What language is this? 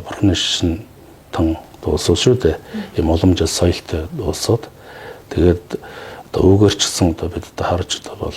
Mongolian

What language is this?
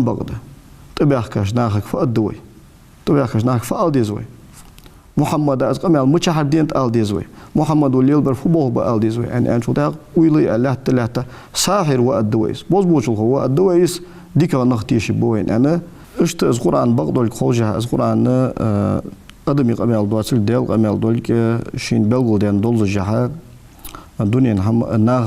Ingush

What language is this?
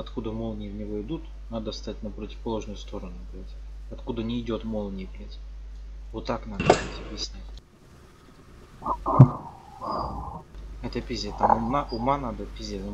Russian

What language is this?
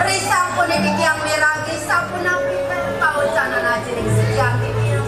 Balinese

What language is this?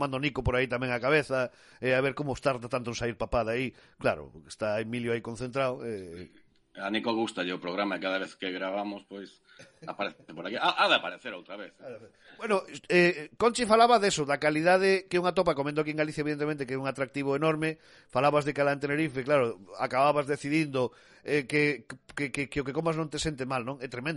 Galician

